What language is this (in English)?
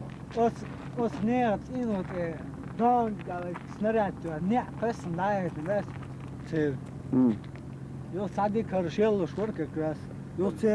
Chechen